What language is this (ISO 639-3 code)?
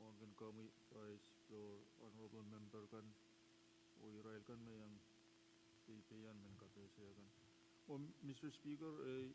pon